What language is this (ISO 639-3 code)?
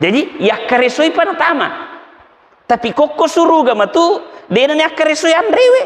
bug